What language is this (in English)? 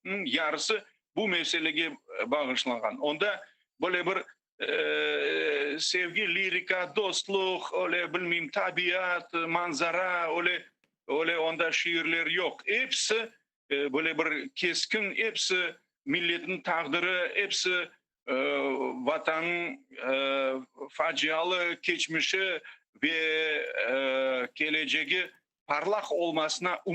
Crimean Tatar